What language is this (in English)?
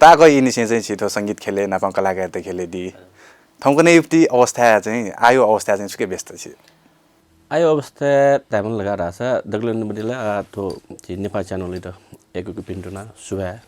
Newari